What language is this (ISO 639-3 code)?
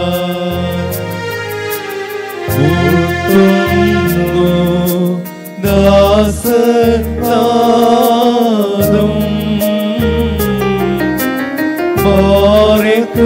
mal